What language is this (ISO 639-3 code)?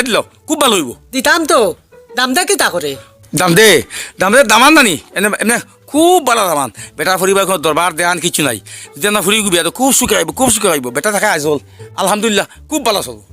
syl